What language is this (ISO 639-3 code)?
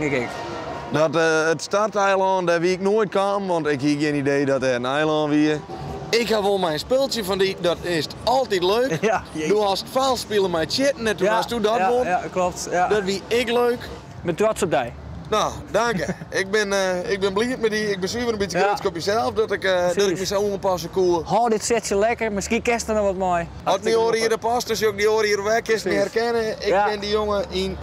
fry